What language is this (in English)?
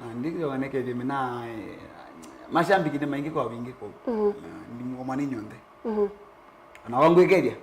Kamba